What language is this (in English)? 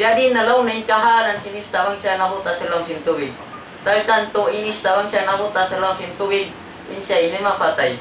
Tausug